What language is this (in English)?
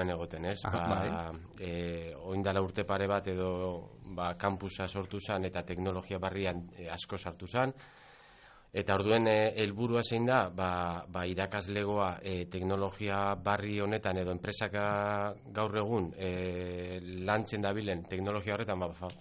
Basque